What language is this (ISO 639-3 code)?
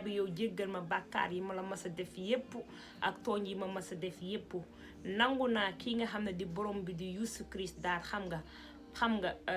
wol